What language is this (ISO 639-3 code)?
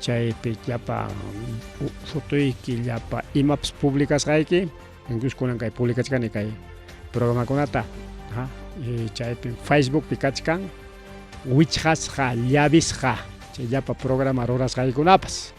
quy